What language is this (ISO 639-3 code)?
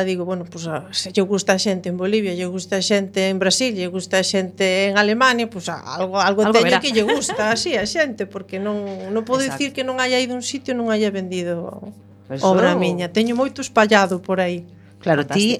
glg